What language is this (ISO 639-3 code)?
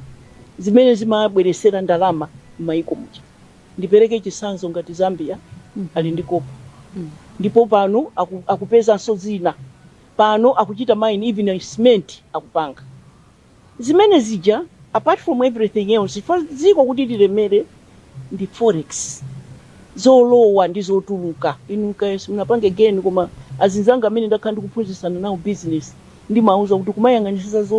nya